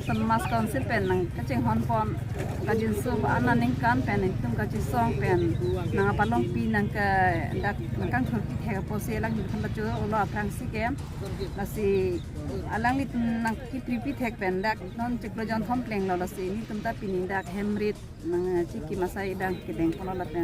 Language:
Karbi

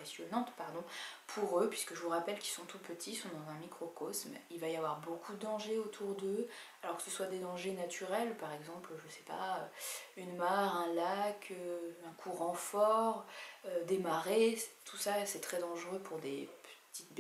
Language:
French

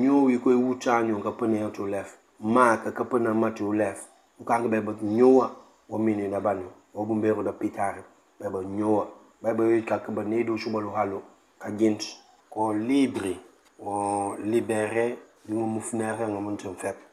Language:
Mankanya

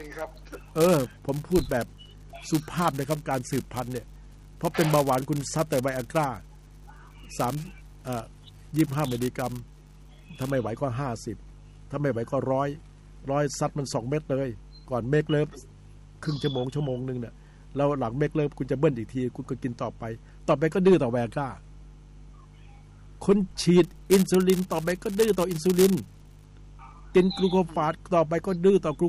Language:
Thai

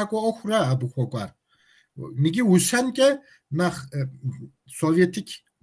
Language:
Kabardian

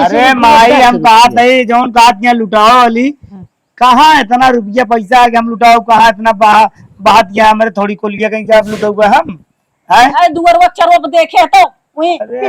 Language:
Awadhi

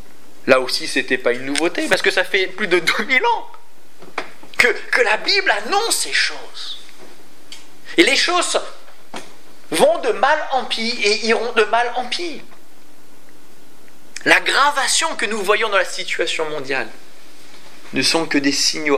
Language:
French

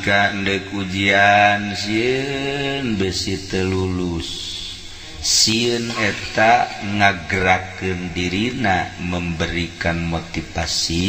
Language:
Sundanese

